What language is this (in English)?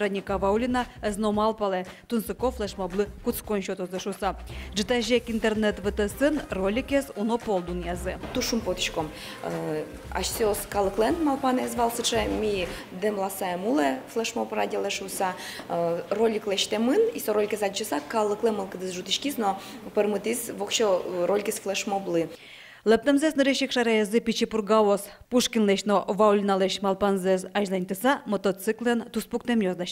Udmurt